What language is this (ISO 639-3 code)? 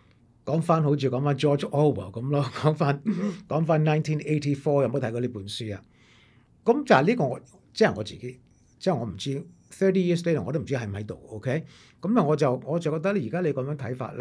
yue